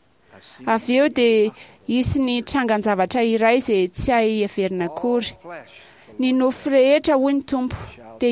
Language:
Malagasy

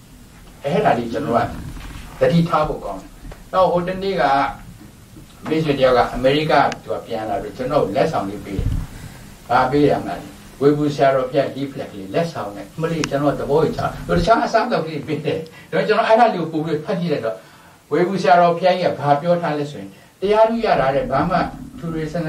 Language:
Burmese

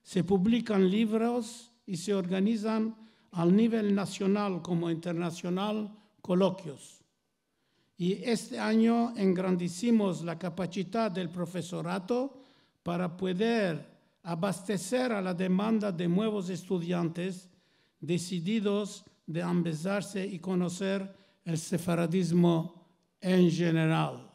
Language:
Ladino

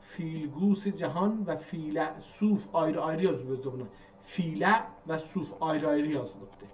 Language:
South Azerbaijani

